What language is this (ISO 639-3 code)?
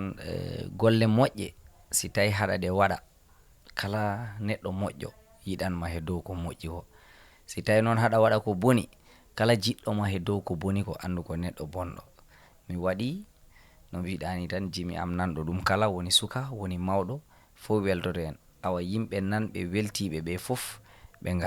ful